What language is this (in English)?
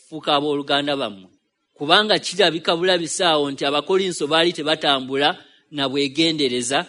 Ganda